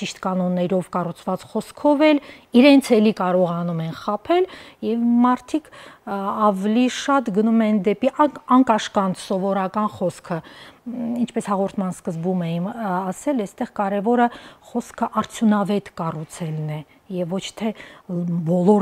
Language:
Armenian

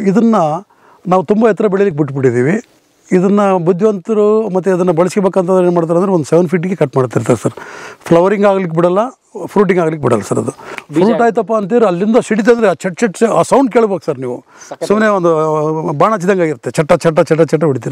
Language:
Kannada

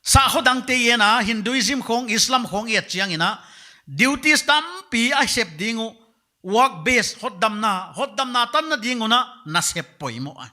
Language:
Paite Chin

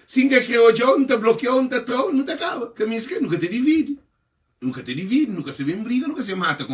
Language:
Kabuverdianu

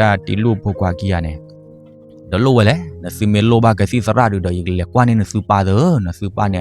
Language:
S'gaw Karen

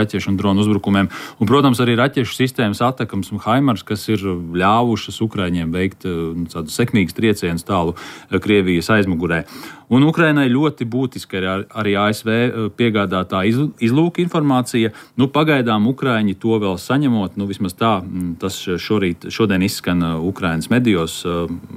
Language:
Latvian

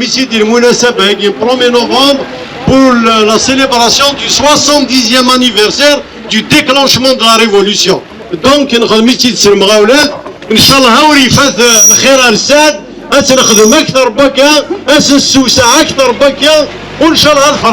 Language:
Kabyle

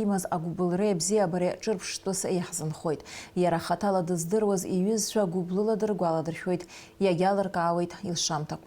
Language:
Abkhazian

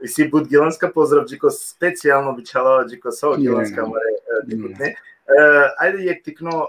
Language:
Balkan Romani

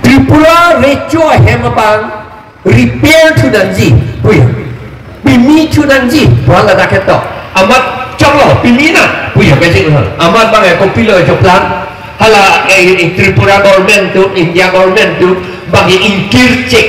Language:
Karbi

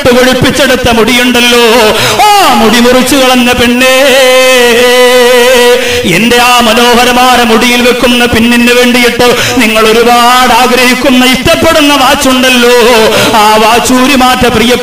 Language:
Malayalam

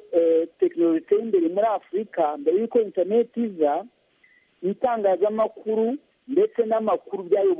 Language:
Kinyarwanda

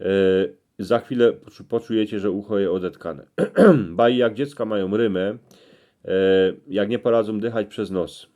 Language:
Silesian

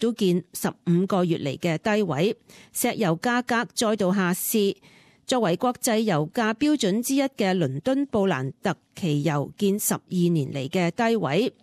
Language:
Cantonese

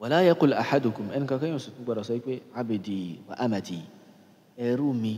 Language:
Yoruba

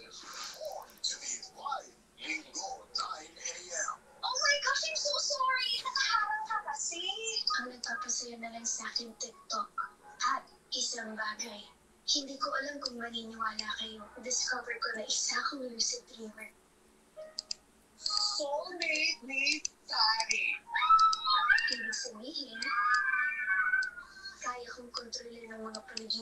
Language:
Filipino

